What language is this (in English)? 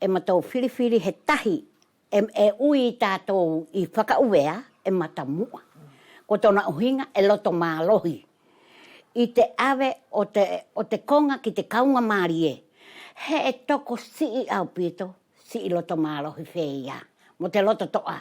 Wallisian